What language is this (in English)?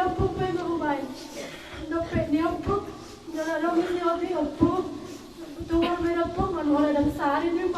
Batak Toba